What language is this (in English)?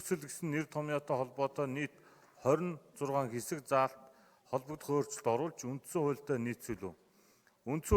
Mongolian